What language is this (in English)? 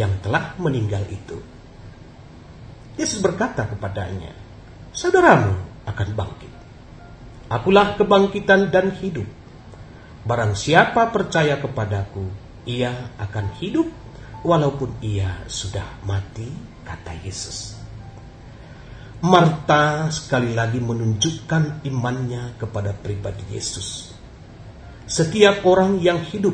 Indonesian